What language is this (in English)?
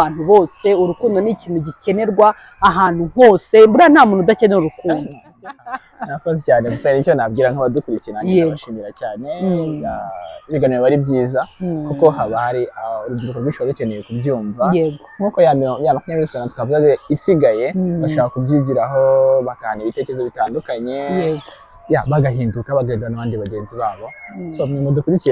Kinyarwanda